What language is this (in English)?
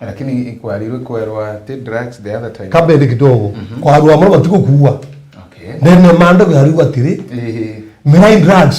Meru